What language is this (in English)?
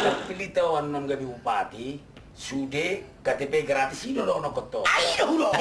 Batak Toba